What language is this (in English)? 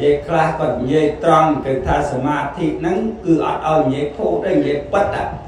Khmer